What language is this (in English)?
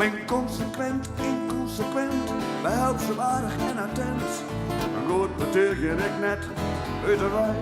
Western Frisian